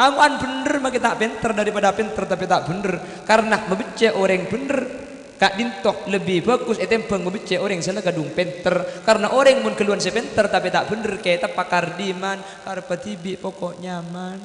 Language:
Madurese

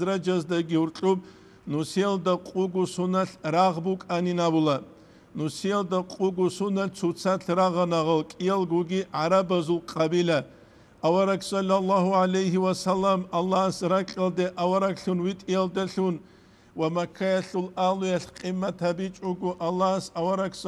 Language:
Avaric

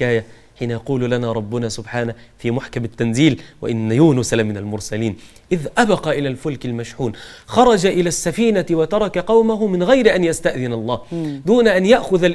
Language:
Egyptian Arabic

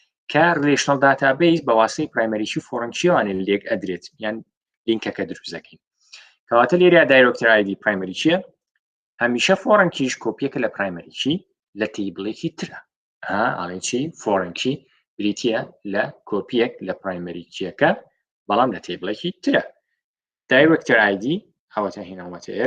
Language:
Central Kurdish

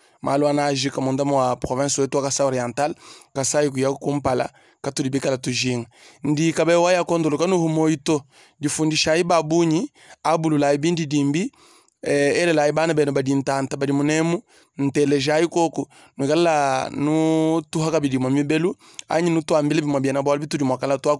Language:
Luba-Lulua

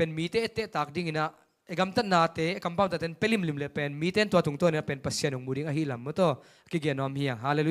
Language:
Tedim Chin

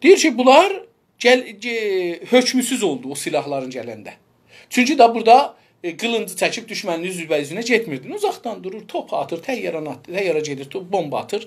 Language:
South Azerbaijani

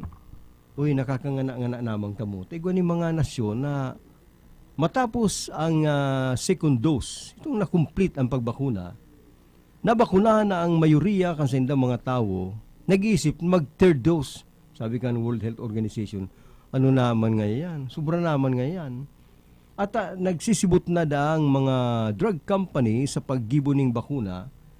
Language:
Bikol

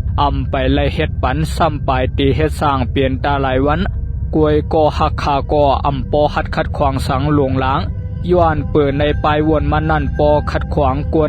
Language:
Shan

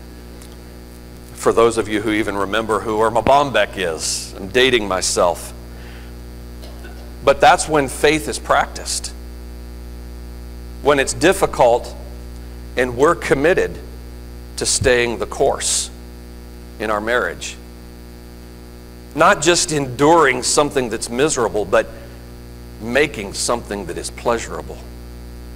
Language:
English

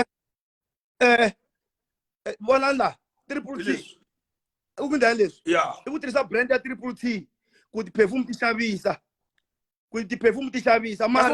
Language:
Tsonga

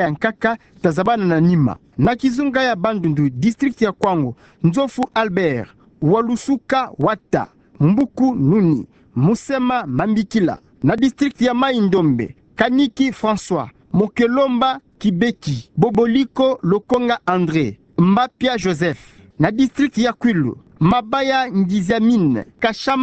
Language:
Kituba (Democratic Republic of Congo)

